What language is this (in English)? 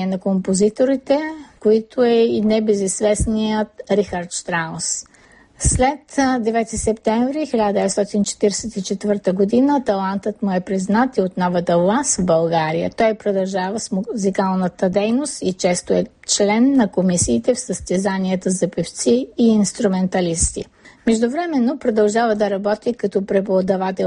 Bulgarian